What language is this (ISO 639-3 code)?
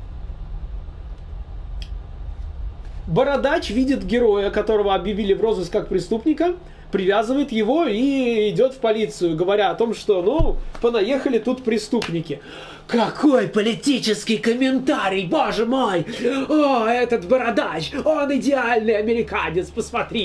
rus